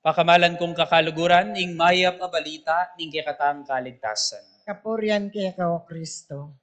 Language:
Pampanga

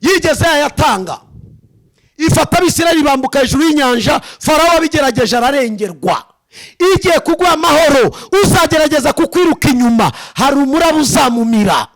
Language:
Kinyarwanda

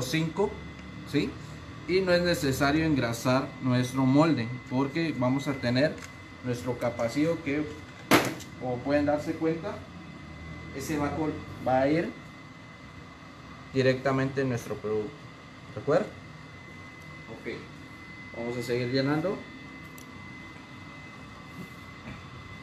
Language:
Spanish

